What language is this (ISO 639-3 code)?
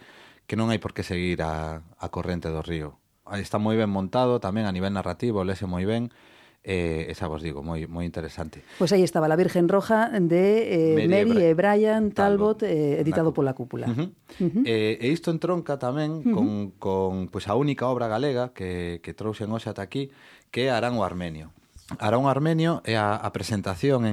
glg